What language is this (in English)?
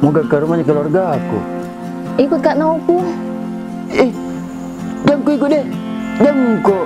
Makassar Malay